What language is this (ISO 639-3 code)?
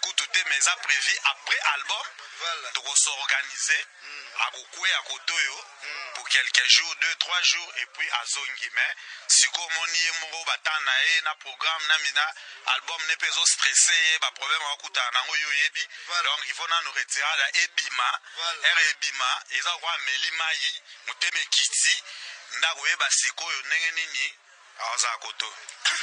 lin